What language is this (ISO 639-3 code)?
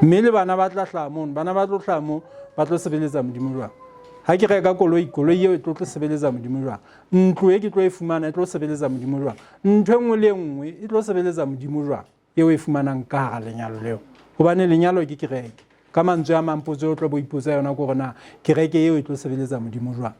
sot